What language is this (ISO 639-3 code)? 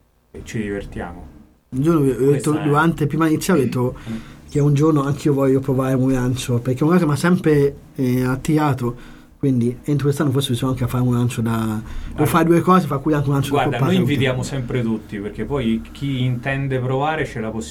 ita